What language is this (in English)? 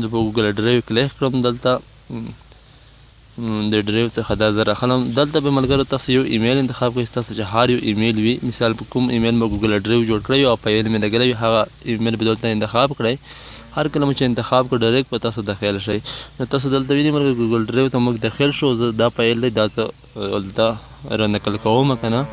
Pashto